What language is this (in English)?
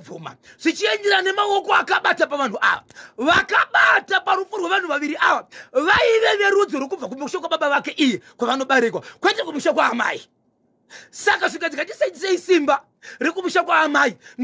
Shona